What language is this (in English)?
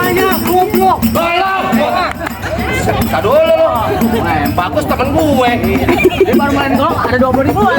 Betawi